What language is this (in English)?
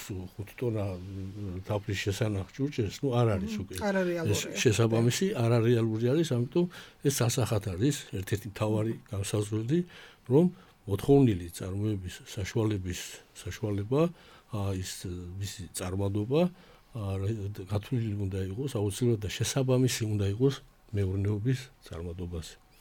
Georgian